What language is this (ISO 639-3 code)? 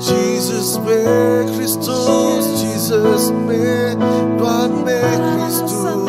iba